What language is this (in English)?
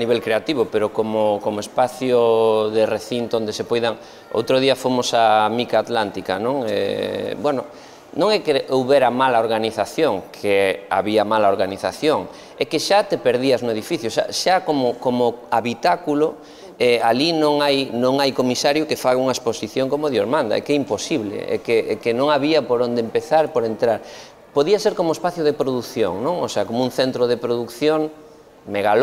Galician